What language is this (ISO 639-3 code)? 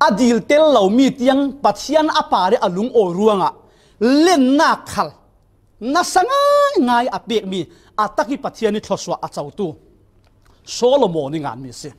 cfm